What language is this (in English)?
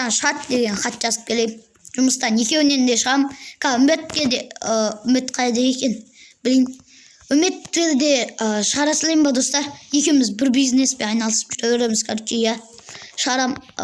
Kazakh